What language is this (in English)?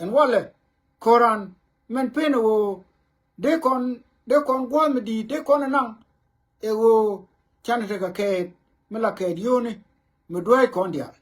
Nuer